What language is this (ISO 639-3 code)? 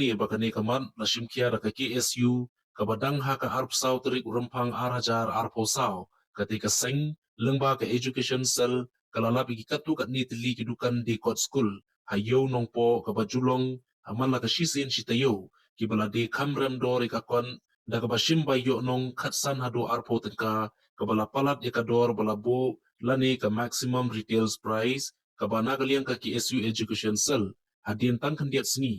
kha